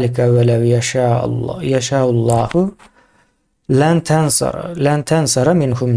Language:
Turkmen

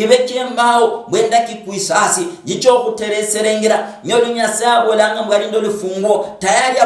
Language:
Luyia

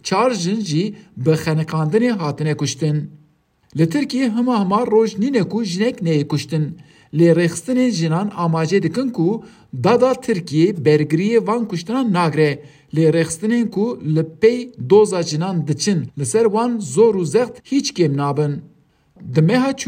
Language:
Kurdish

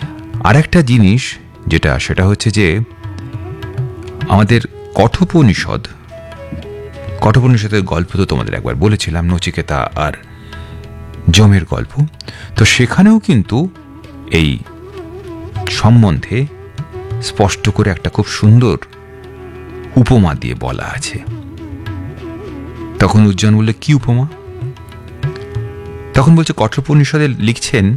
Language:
Bangla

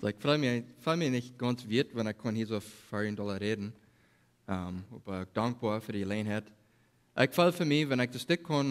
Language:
Plautdietsch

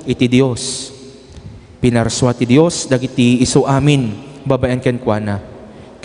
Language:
Iloko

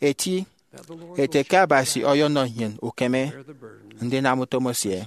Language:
Efik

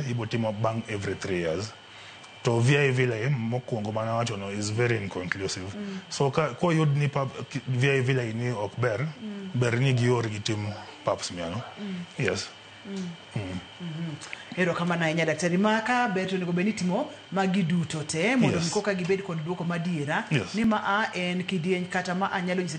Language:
Luo (Kenya and Tanzania)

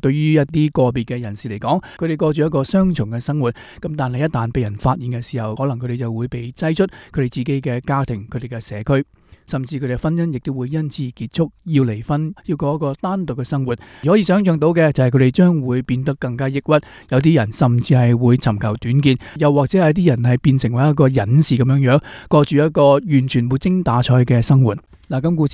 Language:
Cantonese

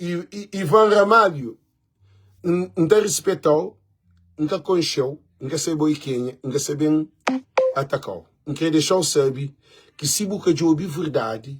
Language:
Kabuverdianu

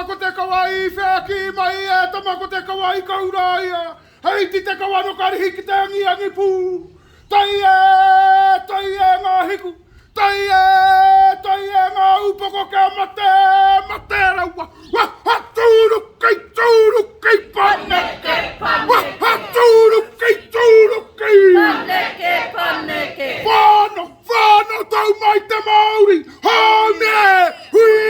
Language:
Māori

